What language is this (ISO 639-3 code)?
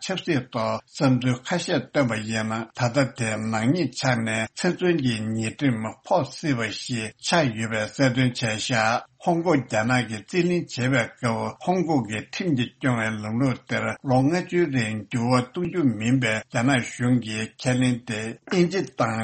bod